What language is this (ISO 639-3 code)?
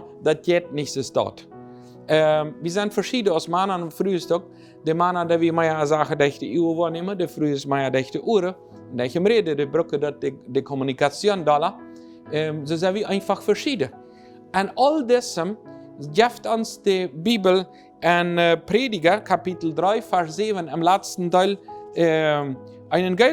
pdt